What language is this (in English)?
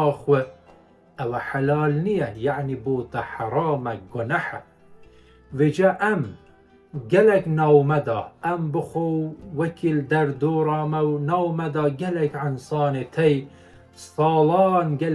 Kurdish